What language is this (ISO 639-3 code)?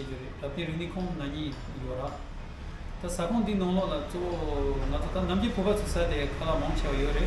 bod